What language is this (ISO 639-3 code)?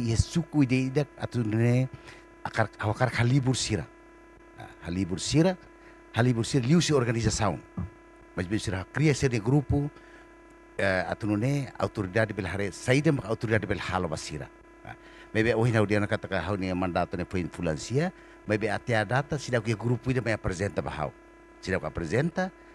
tet